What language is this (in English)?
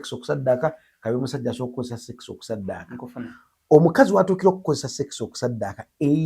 Ganda